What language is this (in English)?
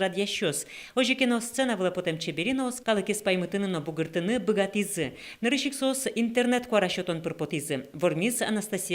Udmurt